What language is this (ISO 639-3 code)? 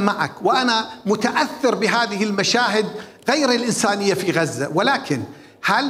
acm